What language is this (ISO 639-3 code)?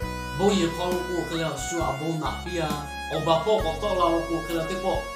lhu